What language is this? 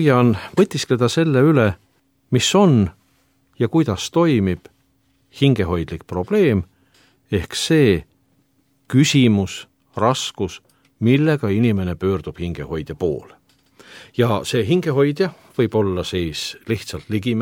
Estonian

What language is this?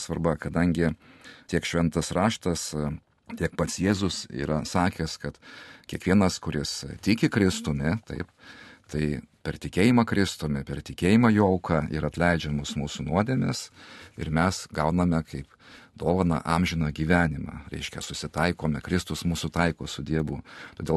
Lithuanian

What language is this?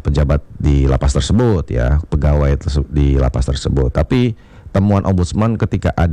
Indonesian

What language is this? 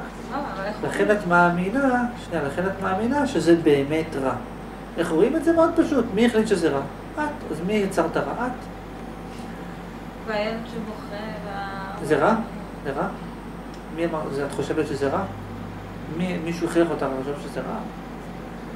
Hebrew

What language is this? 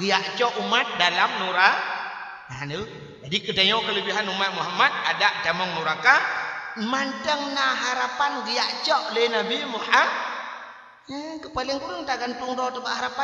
Achinese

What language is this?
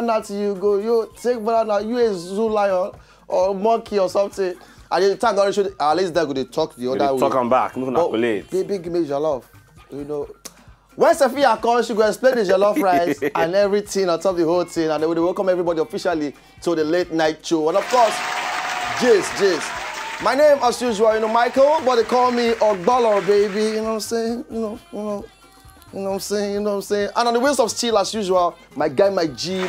Nigerian Pidgin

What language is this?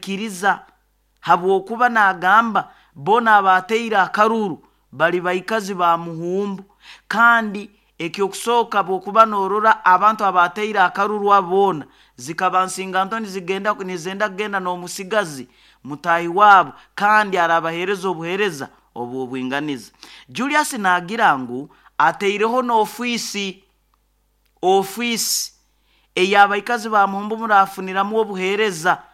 Nyoro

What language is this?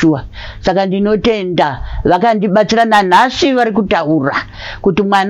Shona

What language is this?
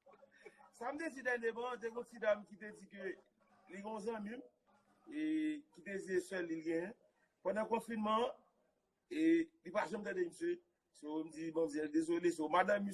Haitian Creole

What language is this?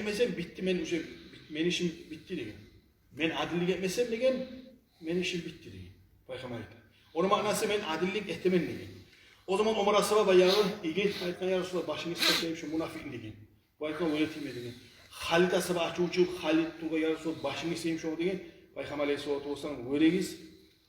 Kumyk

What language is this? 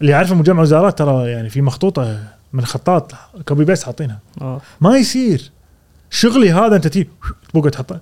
Gulf Arabic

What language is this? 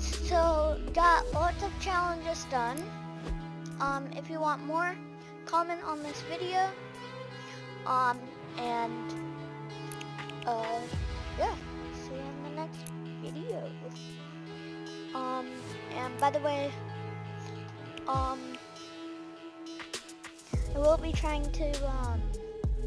English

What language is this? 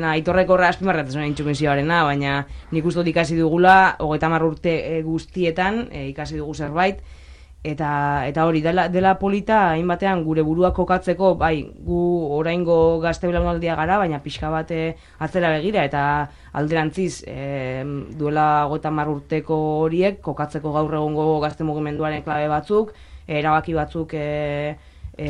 Basque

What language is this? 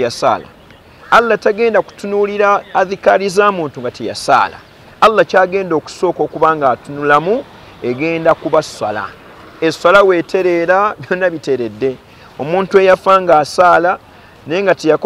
Ganda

